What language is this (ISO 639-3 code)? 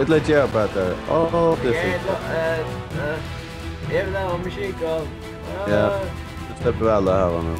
fao